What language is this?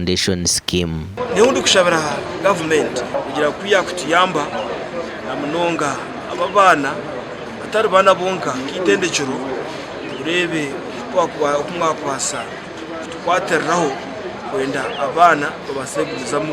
Nyankole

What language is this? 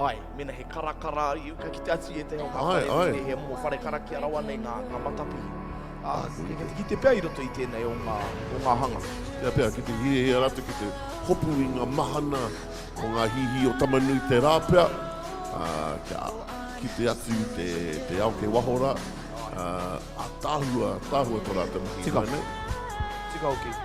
Māori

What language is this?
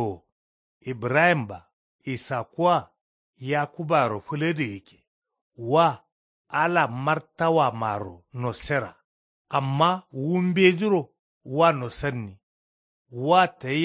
Kanuri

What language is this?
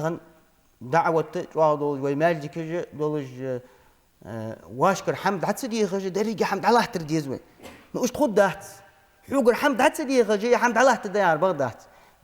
Ingush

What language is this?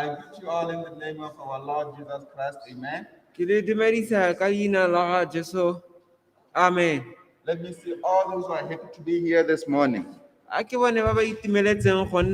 Tswana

